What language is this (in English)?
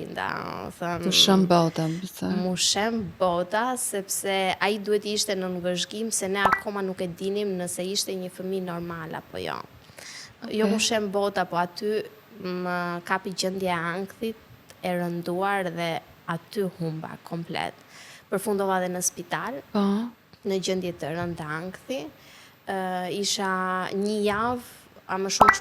Albanian